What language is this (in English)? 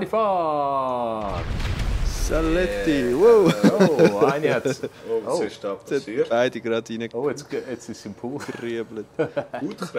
Swiss German